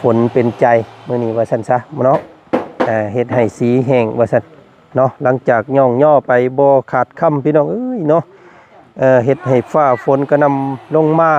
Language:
Lao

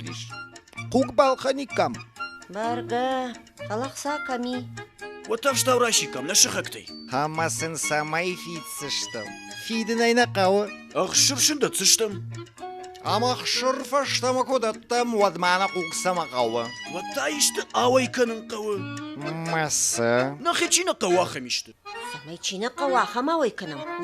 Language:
Ossetic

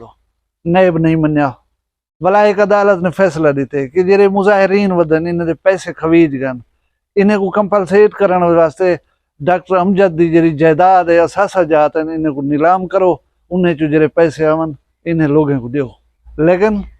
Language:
Saraiki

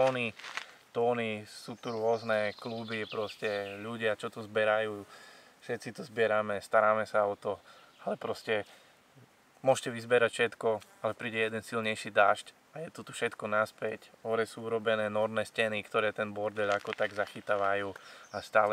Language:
Slovak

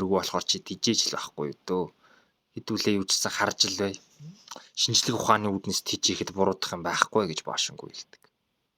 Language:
Mongolian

